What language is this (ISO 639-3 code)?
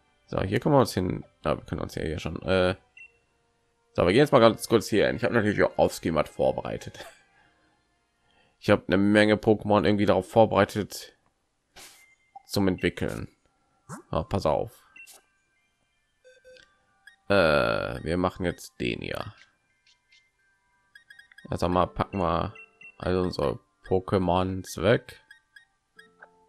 deu